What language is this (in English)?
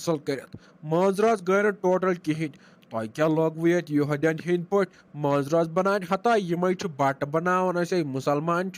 Kashmiri